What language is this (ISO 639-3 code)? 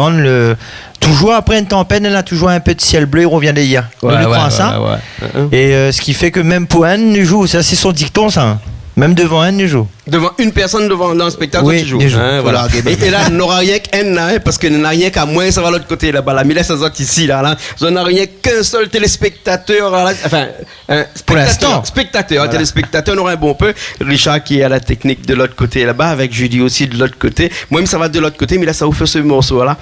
rcf